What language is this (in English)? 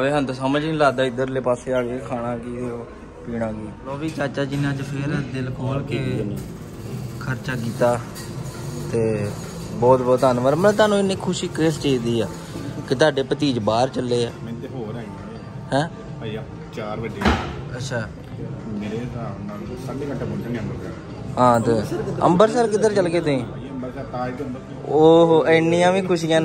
Punjabi